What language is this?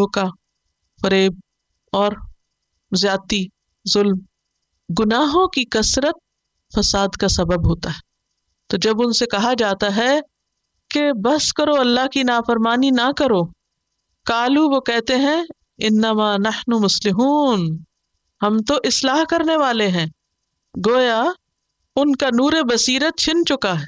Urdu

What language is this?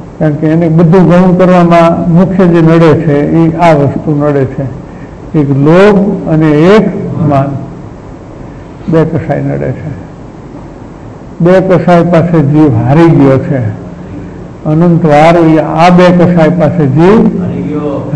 Gujarati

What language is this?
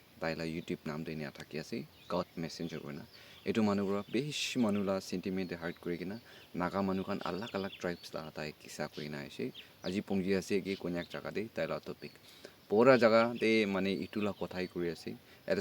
Naga Pidgin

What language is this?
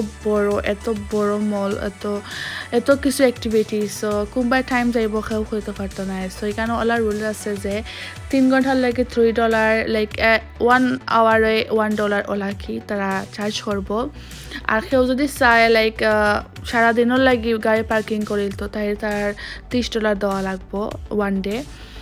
Sylheti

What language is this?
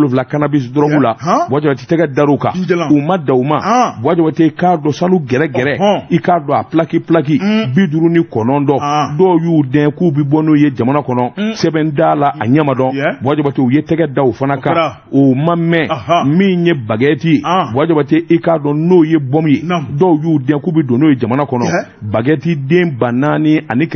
Bambara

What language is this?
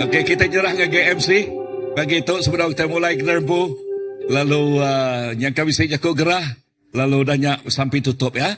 Iban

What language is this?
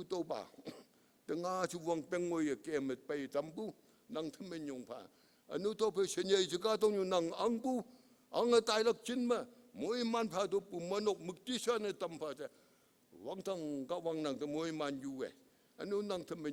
Konyak Naga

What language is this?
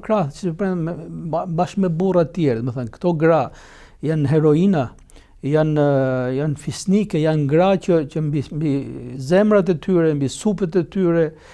Albanian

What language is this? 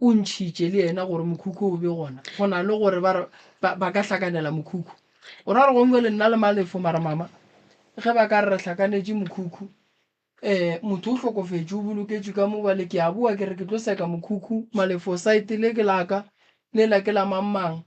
Northern Sotho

